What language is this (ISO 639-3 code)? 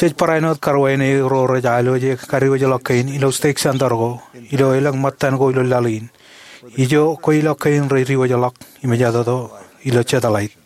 mah